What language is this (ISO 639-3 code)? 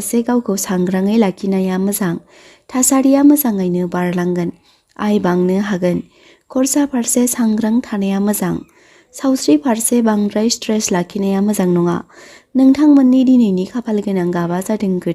brx